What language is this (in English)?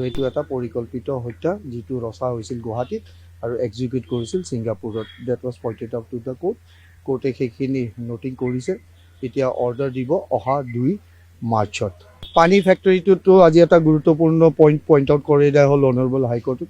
Assamese